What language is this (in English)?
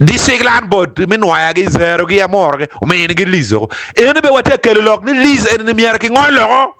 Acoli